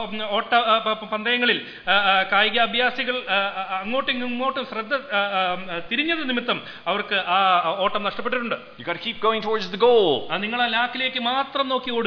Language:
Malayalam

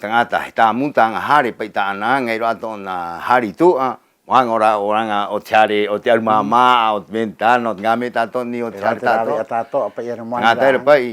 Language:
Rapanui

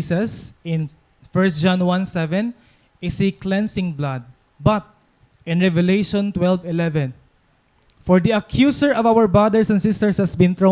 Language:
Waray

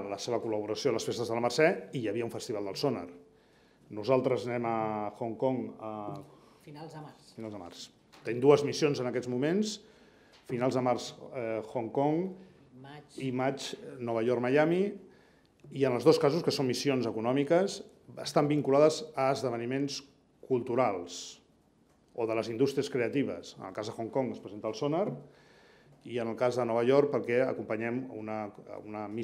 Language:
Catalan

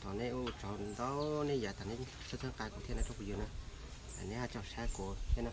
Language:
Hmong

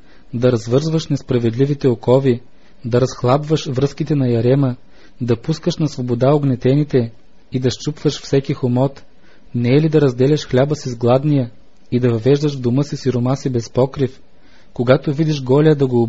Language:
Bulgarian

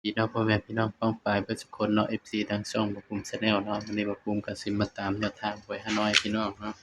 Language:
Northeastern Thai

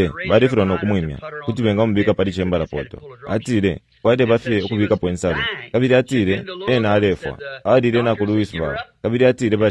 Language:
Bemba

